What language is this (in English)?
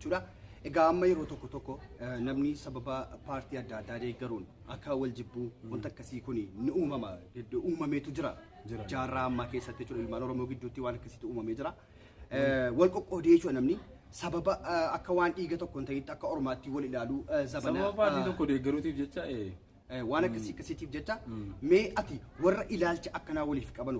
Oromo